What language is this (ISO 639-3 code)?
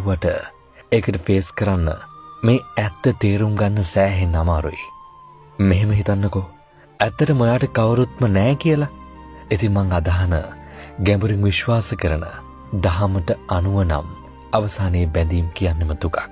sin